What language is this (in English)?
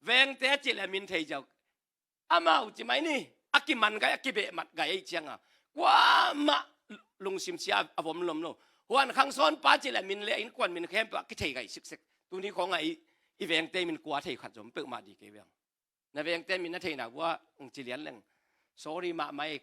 Tedim Chin